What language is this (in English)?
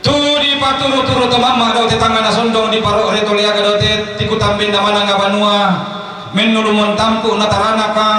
Toraja-Sa'dan